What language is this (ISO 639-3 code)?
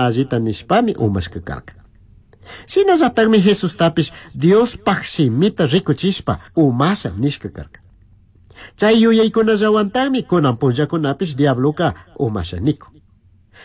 qug